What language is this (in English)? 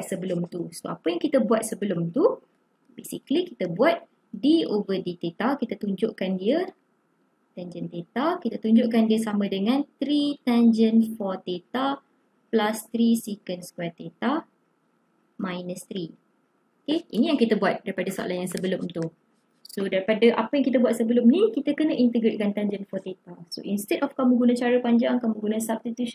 Malay